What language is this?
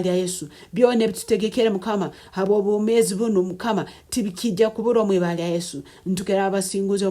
Nyankole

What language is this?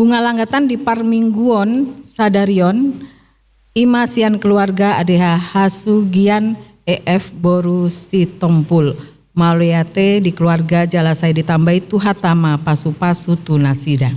Batak Toba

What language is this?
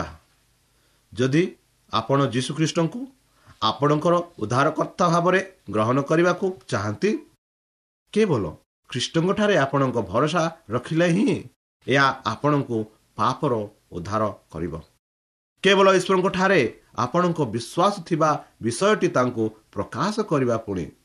Odia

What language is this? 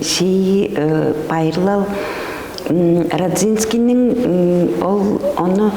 Tuvinian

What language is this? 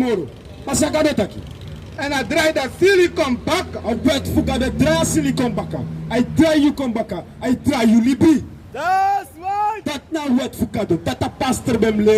Sranan Tongo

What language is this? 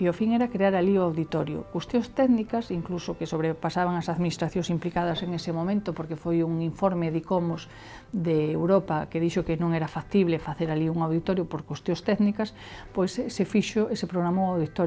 Galician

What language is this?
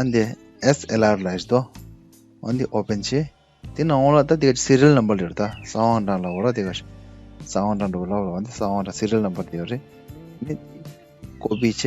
Tibetan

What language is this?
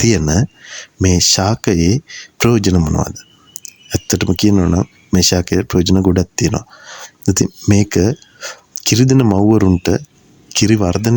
Sinhala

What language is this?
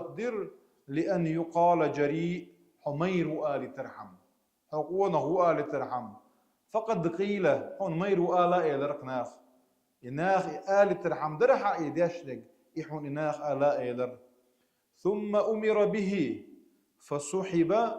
Chechen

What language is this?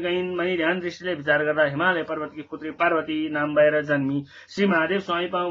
Nepali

